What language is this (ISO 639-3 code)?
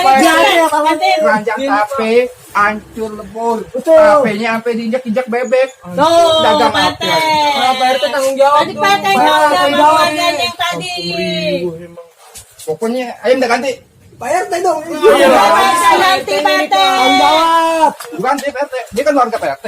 bew